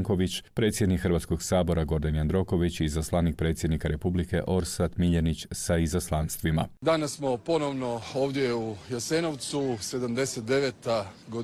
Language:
Croatian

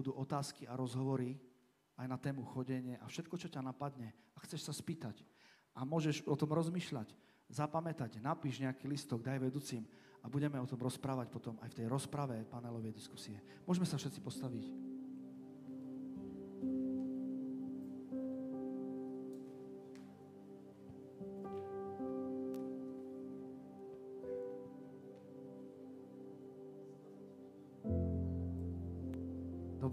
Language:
Slovak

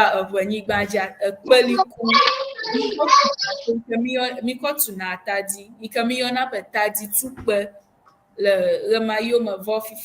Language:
Ewe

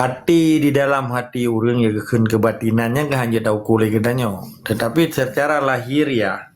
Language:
Achinese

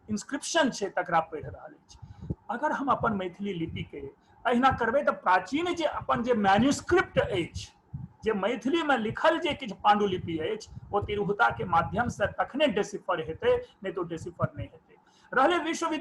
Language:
Maithili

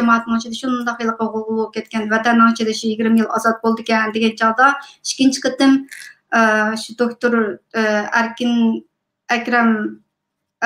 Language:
Uyghur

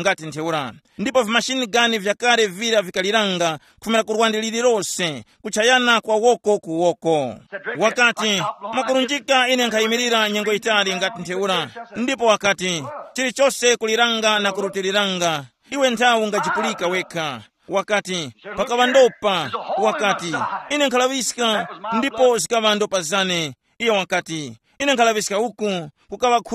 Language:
Tumbuka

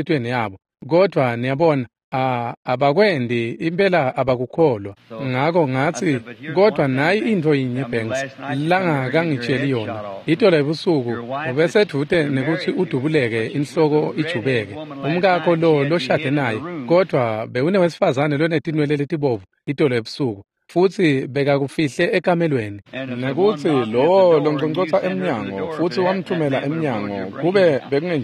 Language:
Swati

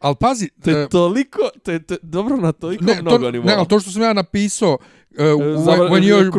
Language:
Bosnian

